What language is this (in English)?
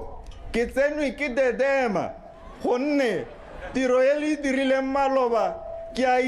Tswana